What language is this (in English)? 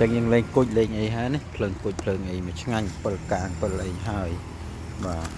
Khmer